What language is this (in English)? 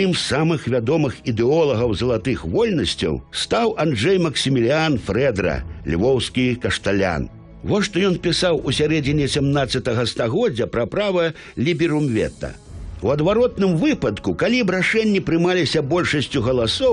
Belarusian